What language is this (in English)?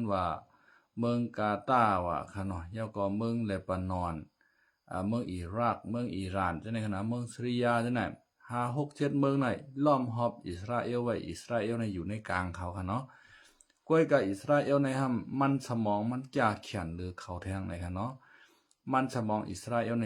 Shan